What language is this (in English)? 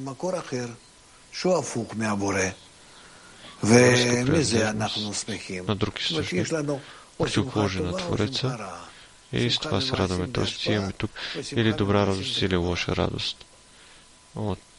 Bulgarian